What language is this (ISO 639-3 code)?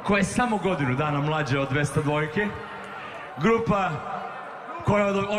srp